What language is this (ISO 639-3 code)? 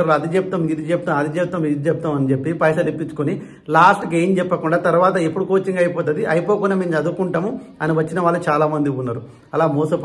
tel